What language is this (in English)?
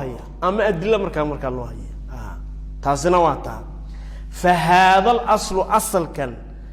Somali